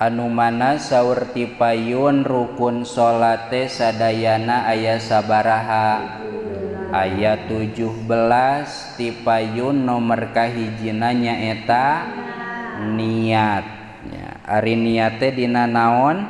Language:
Sundanese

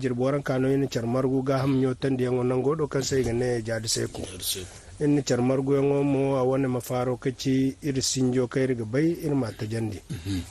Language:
Zarma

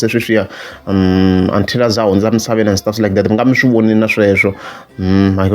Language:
Tsonga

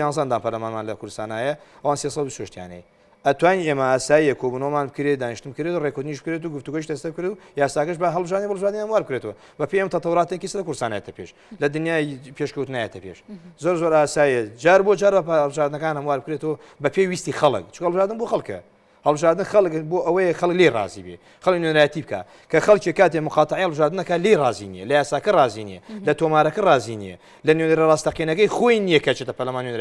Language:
Central Kurdish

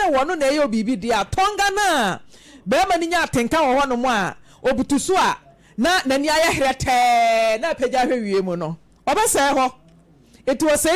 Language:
Akan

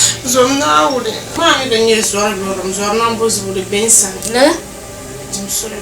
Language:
Dagbani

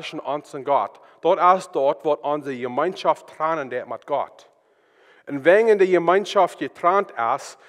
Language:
Plautdietsch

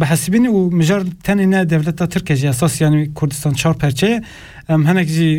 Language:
Kurdish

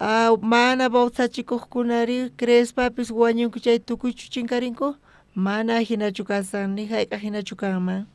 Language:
South Bolivian Quechua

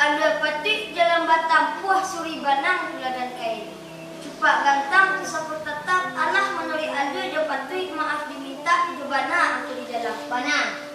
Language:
Minangkabau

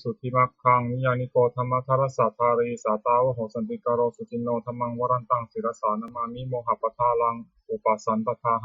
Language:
Pali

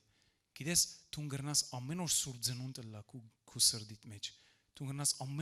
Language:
Western Armenian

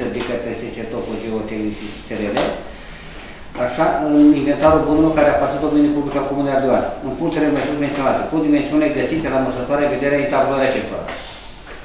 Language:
Romanian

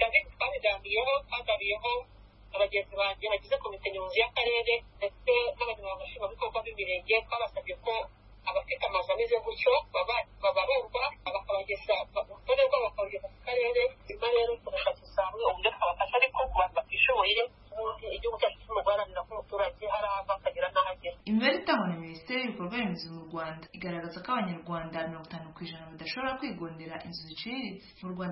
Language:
Kinyarwanda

